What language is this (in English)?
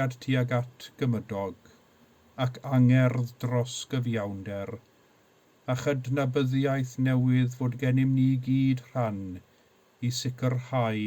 Welsh